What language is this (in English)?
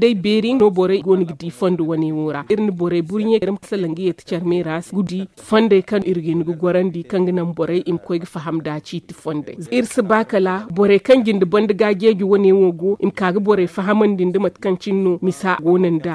Zarma